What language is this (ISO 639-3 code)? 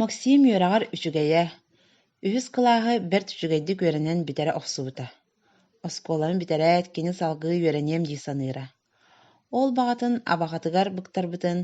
sah